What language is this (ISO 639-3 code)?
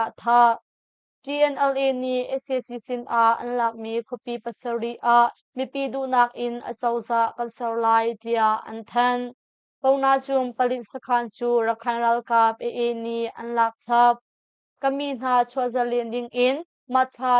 cnh